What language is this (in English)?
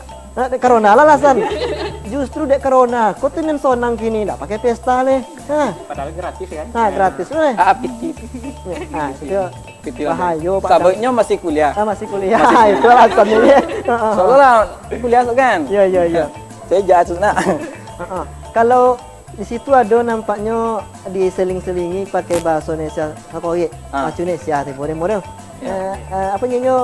Minangkabau